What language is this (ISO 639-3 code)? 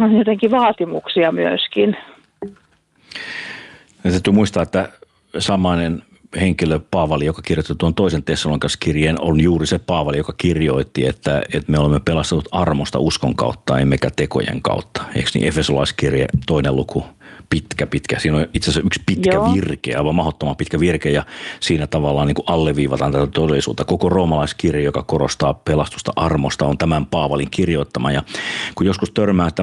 fin